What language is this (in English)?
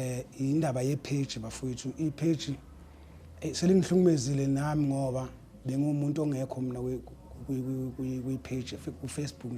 Zulu